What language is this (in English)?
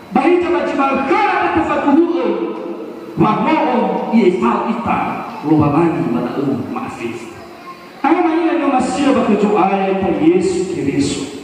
Nias